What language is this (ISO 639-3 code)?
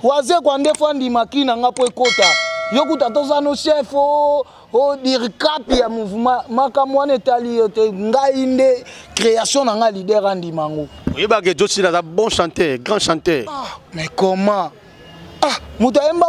lin